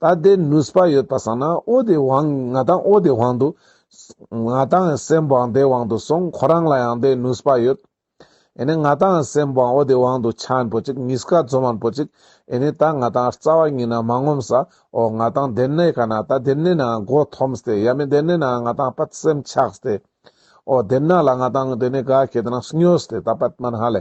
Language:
Ladakhi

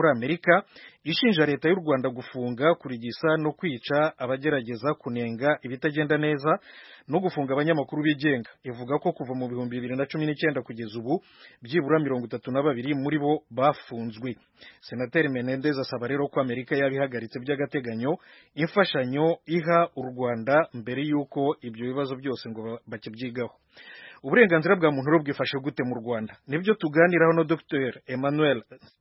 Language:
Kinyarwanda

